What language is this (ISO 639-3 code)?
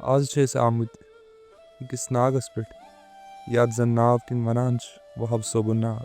kas